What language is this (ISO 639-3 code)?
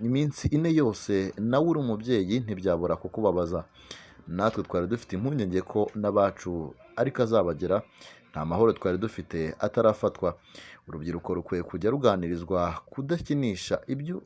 kin